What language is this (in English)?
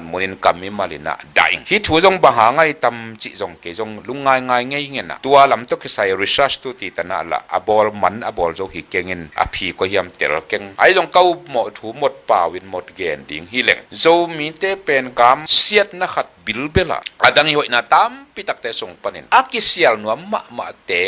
Tedim Chin